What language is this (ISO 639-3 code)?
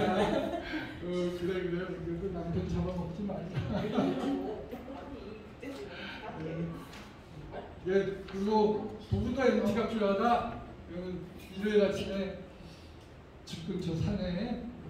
kor